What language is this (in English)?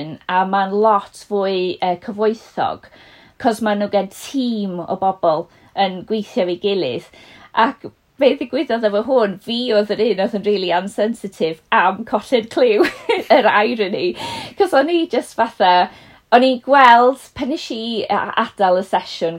Welsh